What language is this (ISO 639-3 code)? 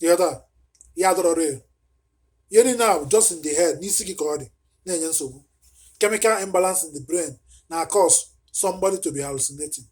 ibo